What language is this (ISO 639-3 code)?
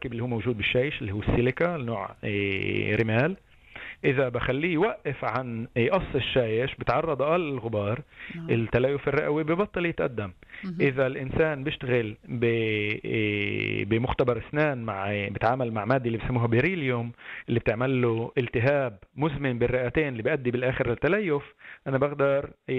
apc